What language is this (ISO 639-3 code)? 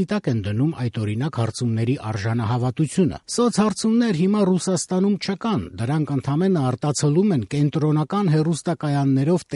hye